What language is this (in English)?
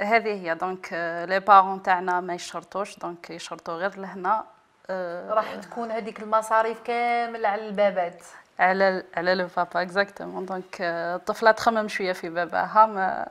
Algerian Arabic